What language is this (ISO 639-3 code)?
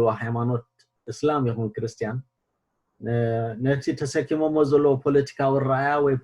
tir